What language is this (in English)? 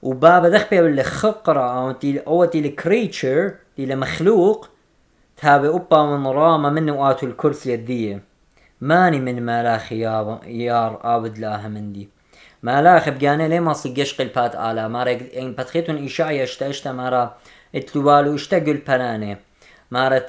Assyrian Neo-Aramaic